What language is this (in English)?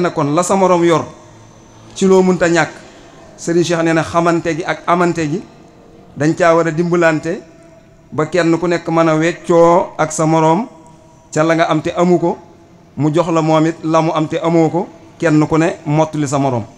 Wolof